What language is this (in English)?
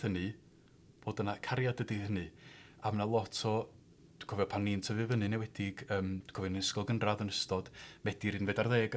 Welsh